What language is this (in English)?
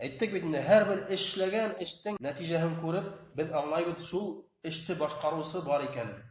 Bashkir